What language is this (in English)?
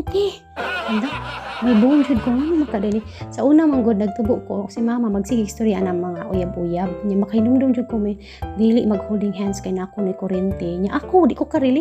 Cebuano